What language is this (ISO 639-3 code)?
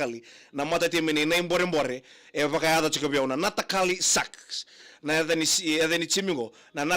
fij